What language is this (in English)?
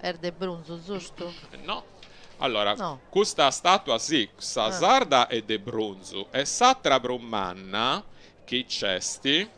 Sardinian